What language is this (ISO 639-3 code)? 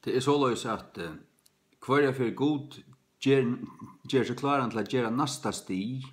fao